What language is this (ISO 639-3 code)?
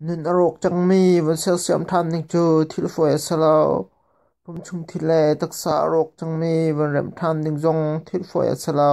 cnh